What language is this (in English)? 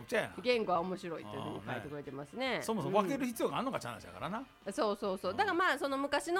Japanese